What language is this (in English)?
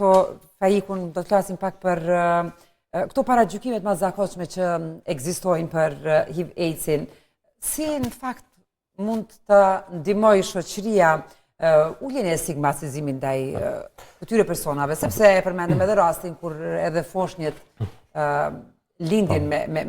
Albanian